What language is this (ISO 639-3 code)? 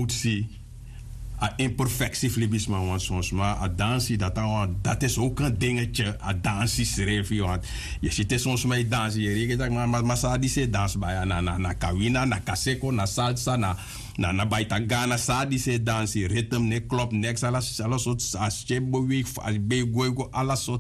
srn